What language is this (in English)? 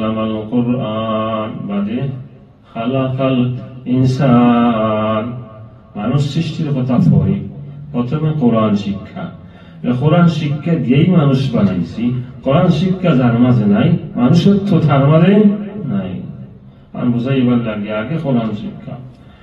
Sylheti